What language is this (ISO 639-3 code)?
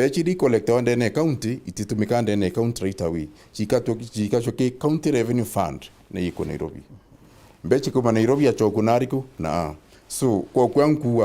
mer